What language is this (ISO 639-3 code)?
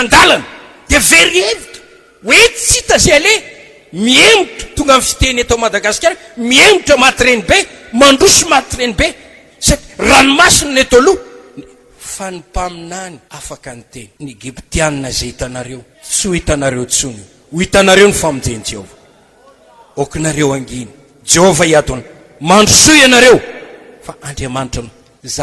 mlg